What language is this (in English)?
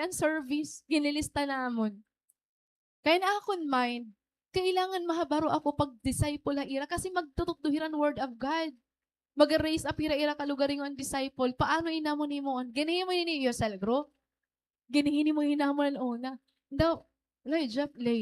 Waray